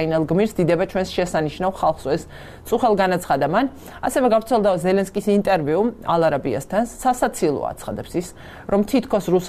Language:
Georgian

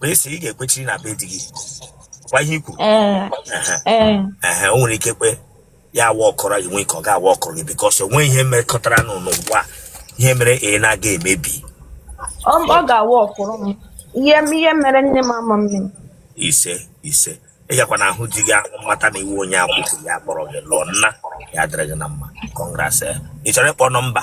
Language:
Igbo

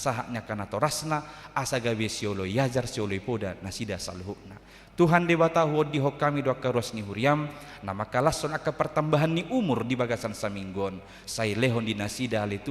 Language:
Batak Toba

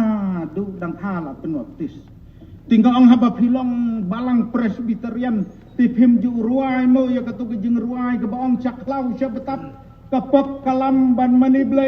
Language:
Khasi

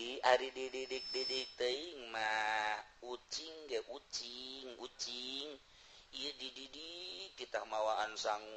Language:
Sundanese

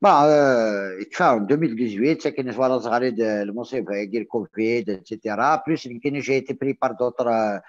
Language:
Kabyle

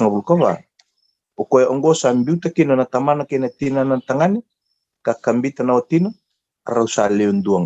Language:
Fijian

